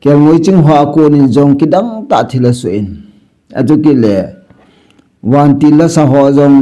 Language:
Thado Chin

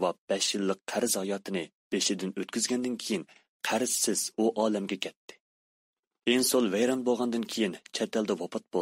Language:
Uyghur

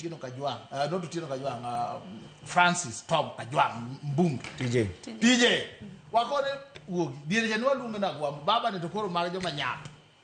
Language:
Luo (Kenya and Tanzania)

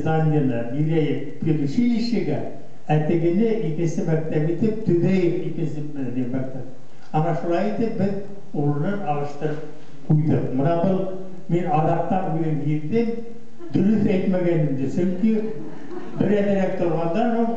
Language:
Bashkir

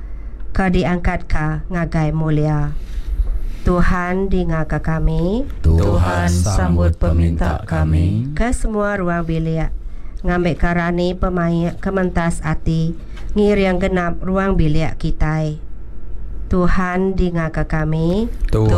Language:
Iban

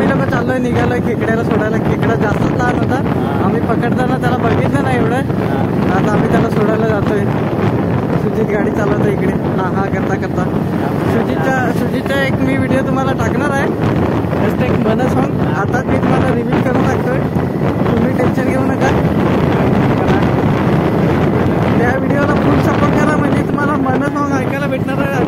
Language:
Marathi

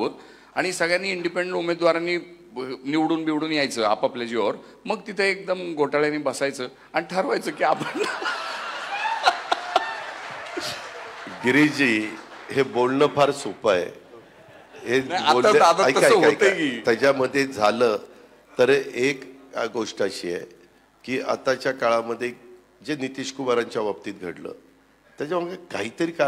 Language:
Marathi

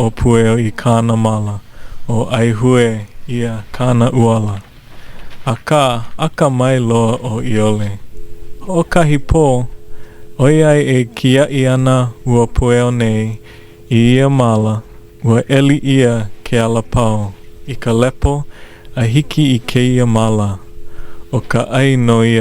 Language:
Hawaiian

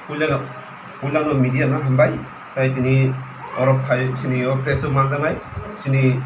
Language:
Kok Borok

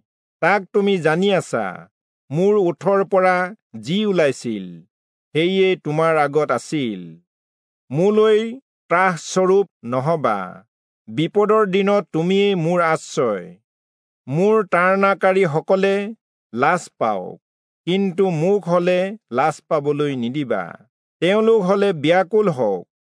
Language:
Assamese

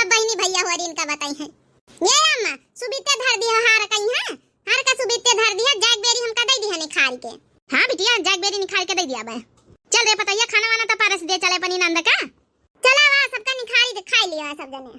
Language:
Awadhi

